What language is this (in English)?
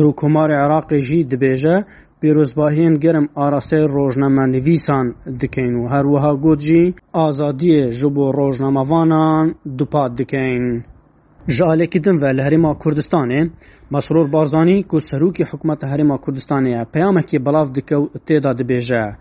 Kurdish